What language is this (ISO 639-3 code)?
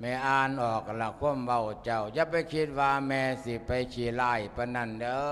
lao